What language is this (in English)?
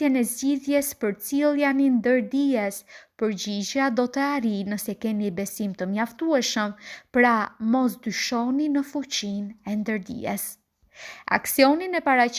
Albanian